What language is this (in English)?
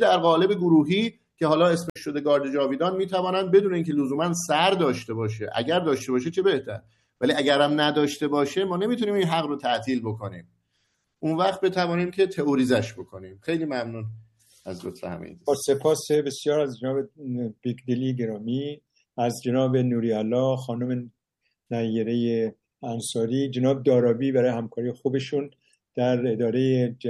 Persian